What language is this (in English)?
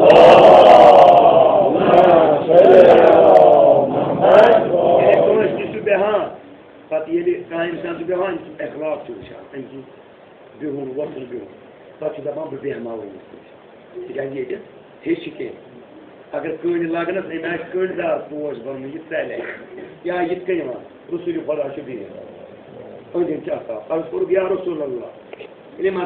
Kashmiri